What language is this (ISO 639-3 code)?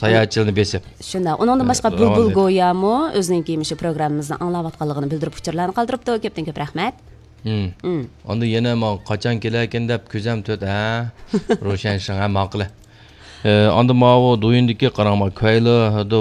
uig